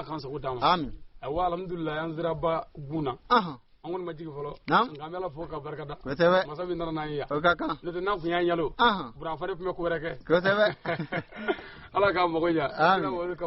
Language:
Bambara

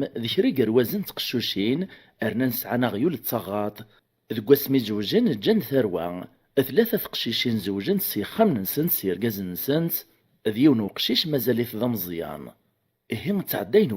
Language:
Kabyle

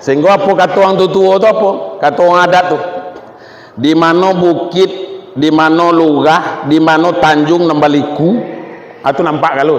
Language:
Minangkabau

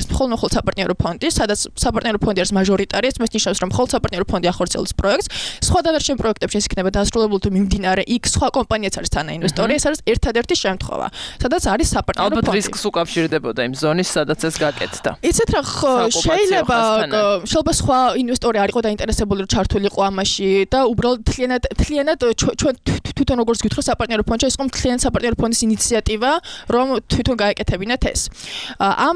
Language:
Georgian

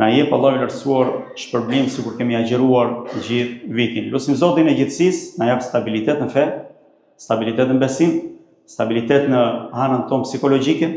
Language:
Albanian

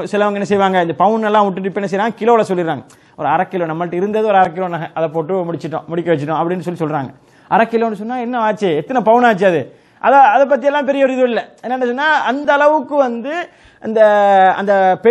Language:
Tamil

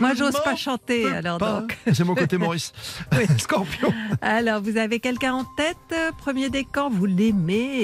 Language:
French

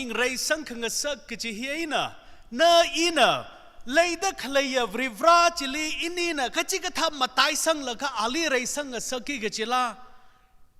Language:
Tangkhul Naga (India)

